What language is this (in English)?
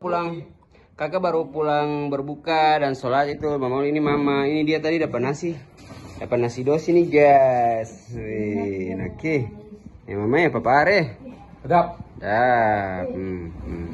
Ambonese Malay